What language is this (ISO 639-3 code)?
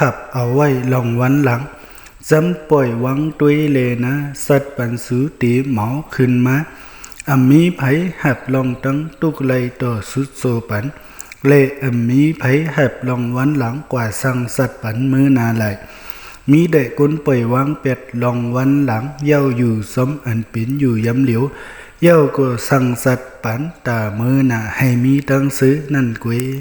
shn